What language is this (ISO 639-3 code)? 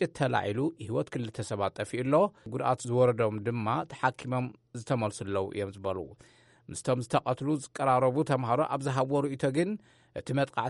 tir